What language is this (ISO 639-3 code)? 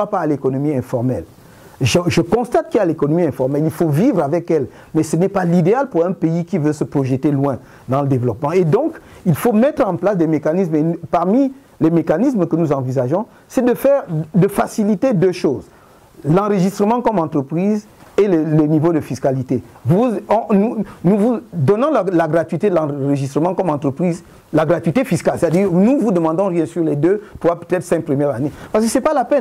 fra